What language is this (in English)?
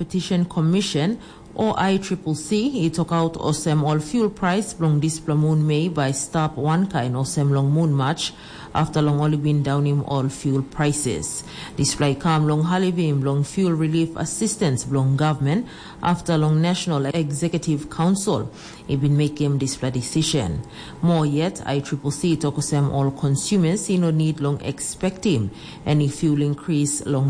Tok Pisin